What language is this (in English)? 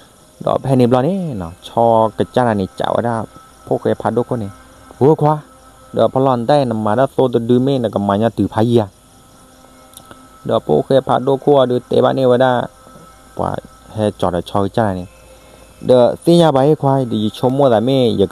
S'gaw Karen